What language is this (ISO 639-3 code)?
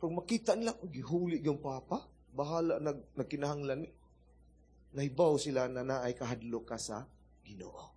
ceb